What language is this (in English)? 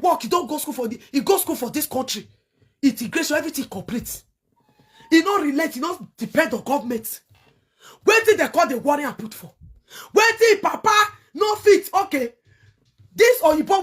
Nigerian Pidgin